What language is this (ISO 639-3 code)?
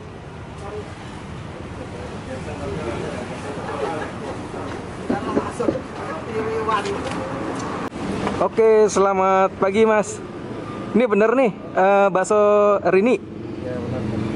ind